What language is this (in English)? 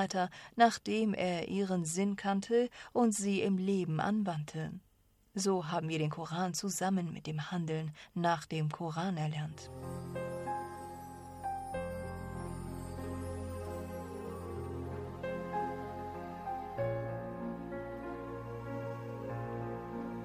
German